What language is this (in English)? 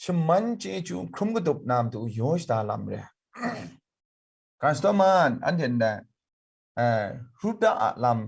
Kachin